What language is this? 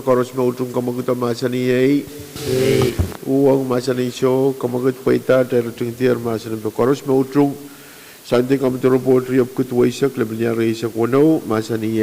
Pohnpeian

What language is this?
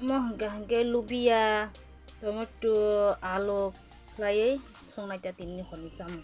Kok Borok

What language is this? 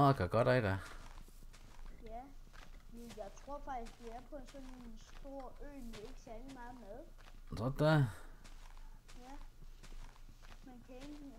Danish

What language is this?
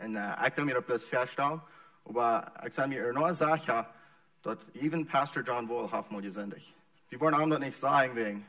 Plautdietsch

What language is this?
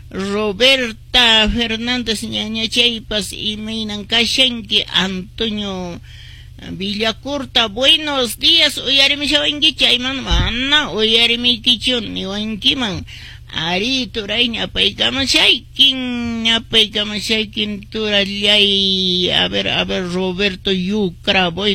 Quechua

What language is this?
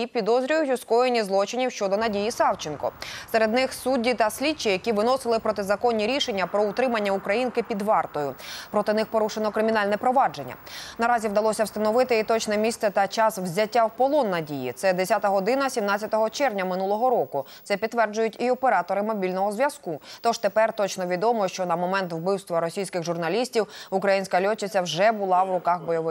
Ukrainian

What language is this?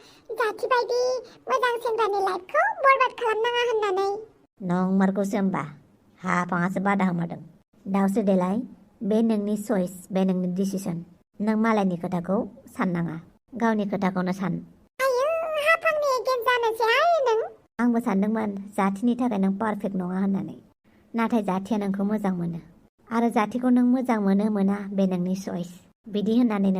Bodo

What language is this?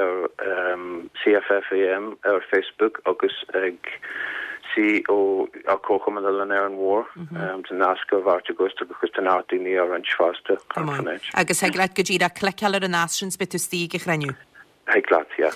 Irish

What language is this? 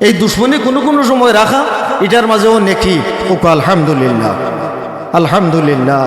Sylheti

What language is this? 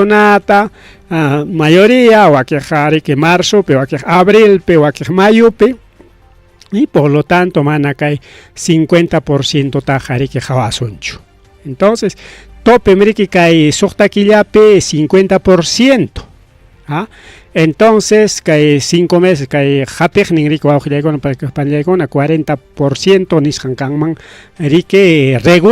Ayacucho Quechua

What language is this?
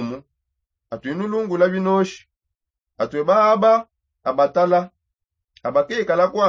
Songe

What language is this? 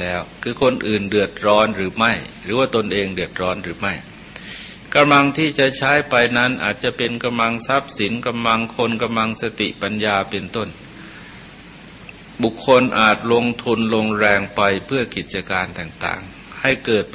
Thai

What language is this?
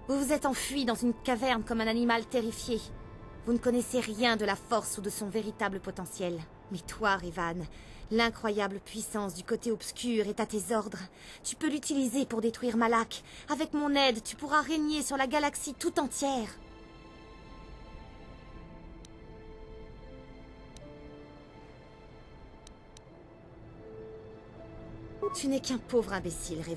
French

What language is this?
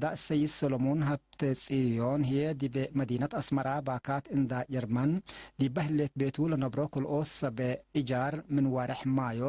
Tigre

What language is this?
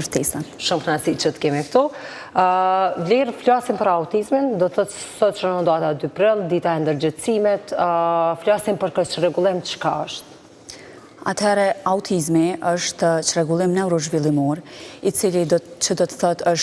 Albanian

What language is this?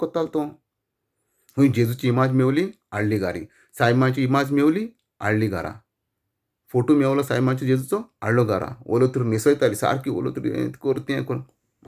Konkani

